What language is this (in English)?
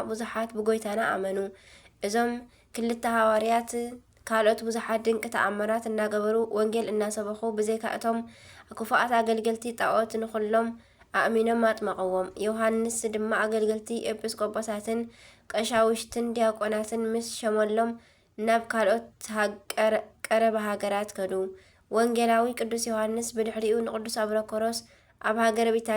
Tigrinya